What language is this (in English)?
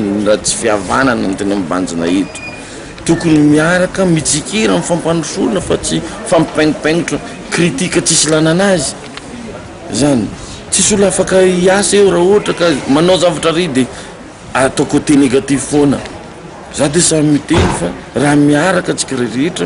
Malagasy